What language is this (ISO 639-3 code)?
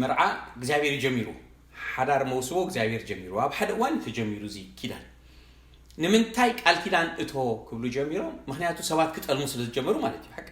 tir